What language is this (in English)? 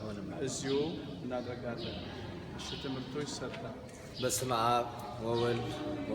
Amharic